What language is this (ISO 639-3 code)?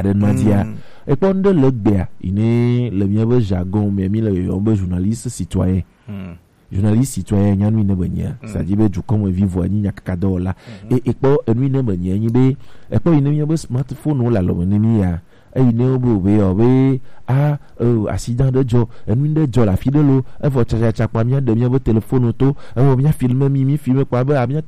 gej